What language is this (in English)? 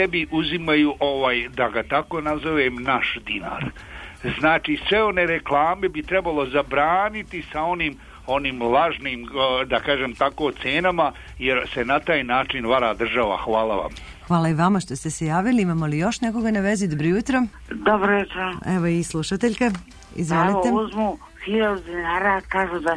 Serbian